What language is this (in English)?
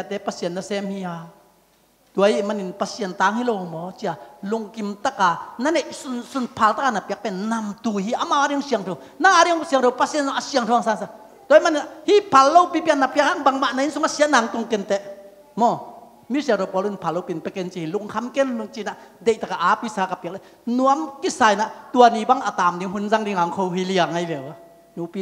Tedim Chin